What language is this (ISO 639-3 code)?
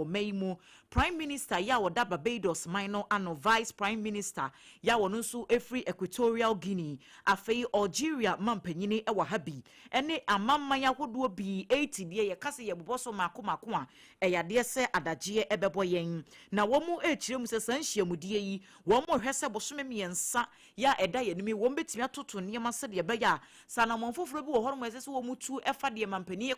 aka